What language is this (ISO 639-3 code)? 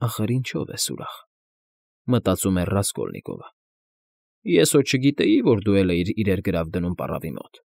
hye